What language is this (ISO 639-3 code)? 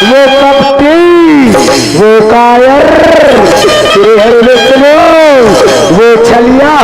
hne